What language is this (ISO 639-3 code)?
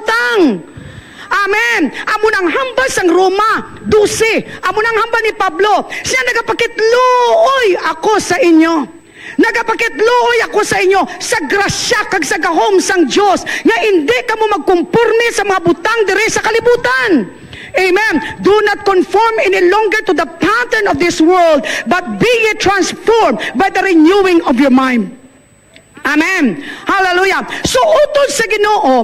hil